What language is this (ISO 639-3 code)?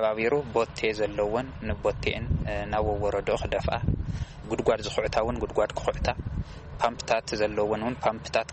tir